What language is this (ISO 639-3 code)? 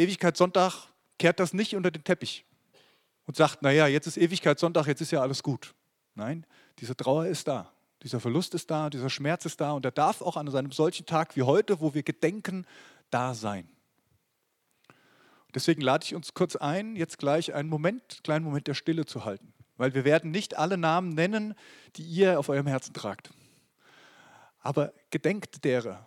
deu